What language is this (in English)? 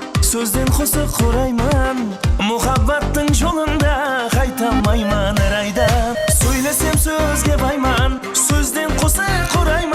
Kara-Kalpak